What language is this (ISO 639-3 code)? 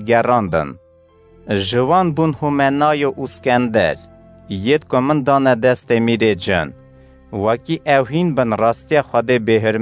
kur